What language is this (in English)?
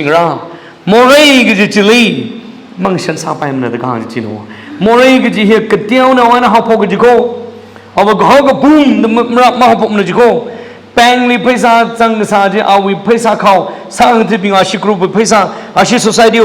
Tangkhul Naga (India)